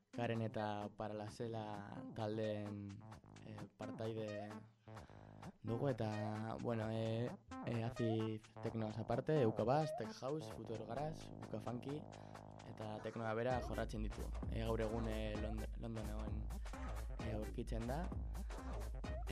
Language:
Basque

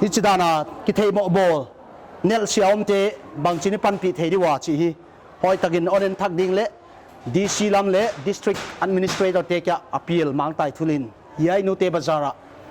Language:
Paite Chin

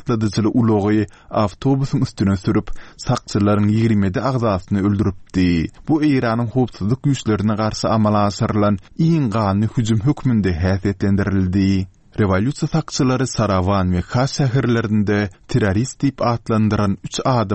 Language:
Turkmen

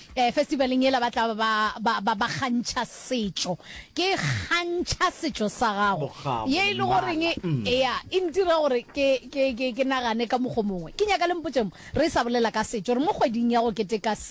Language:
Northern Sotho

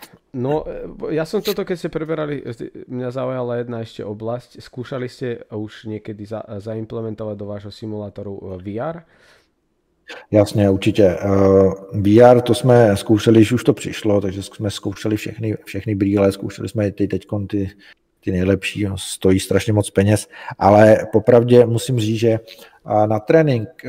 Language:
Czech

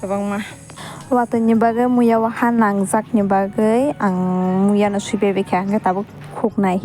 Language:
Kok Borok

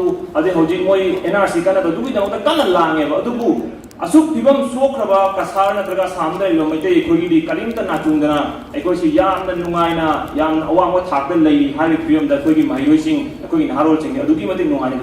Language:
Manipuri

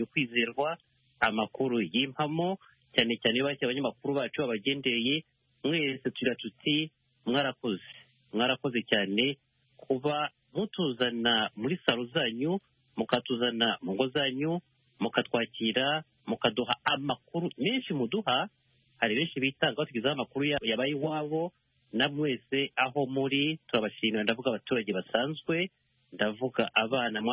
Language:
Kinyarwanda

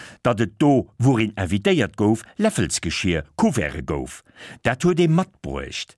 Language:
Luxembourgish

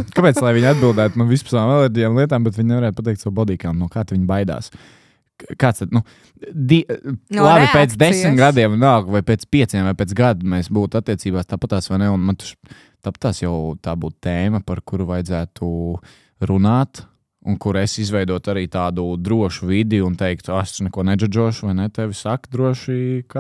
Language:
Latvian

